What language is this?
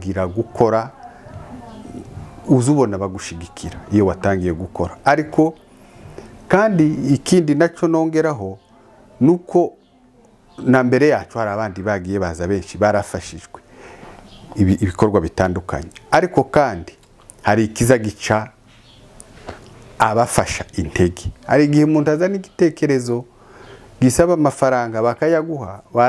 Kinyarwanda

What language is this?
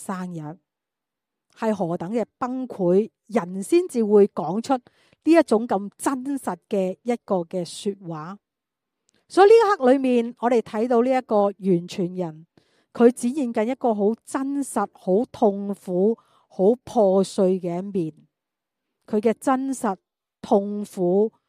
Cantonese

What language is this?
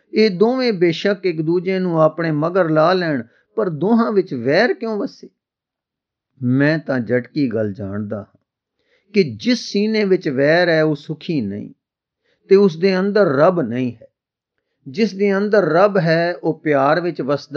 Punjabi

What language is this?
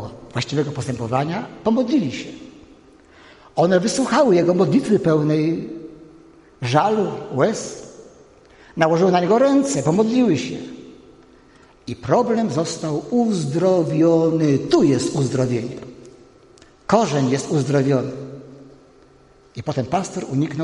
Polish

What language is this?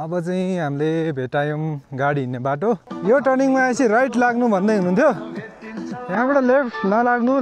Nepali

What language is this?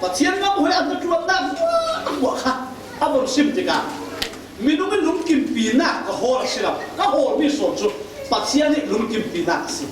Falam Chin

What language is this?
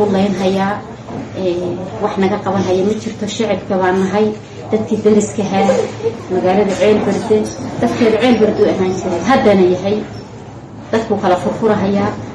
Somali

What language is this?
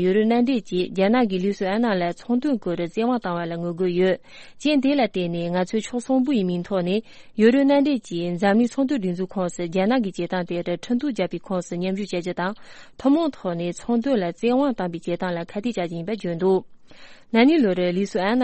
Tibetan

